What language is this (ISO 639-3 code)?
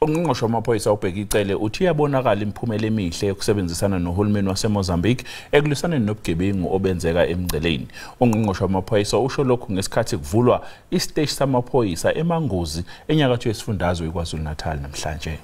zul